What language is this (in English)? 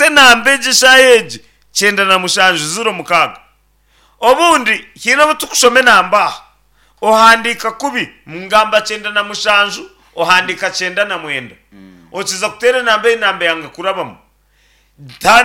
Nyankole